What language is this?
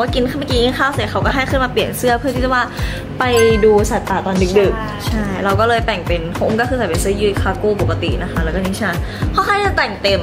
Thai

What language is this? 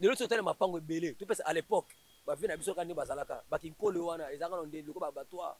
Lingala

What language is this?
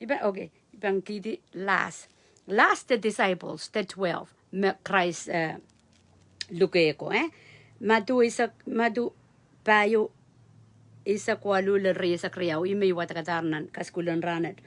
Pohnpeian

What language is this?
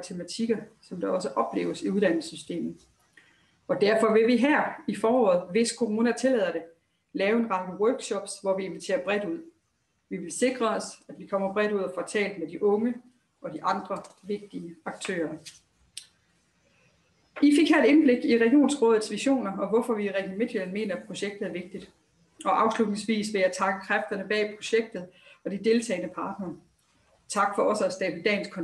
Danish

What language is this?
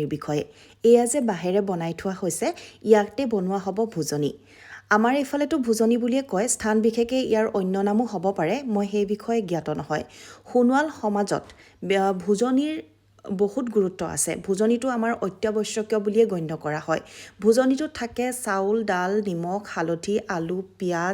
Assamese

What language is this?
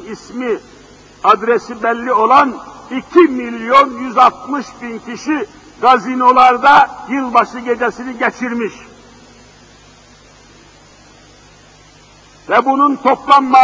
Turkish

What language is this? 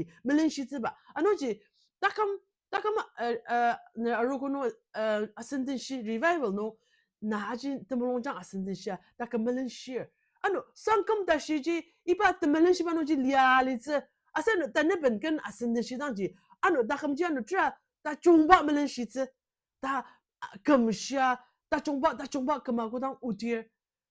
Ao Naga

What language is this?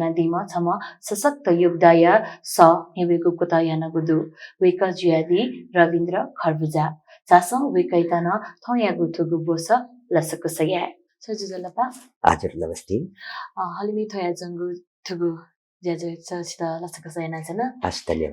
Newari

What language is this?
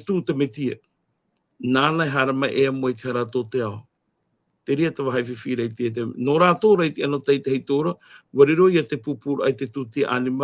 Tahitian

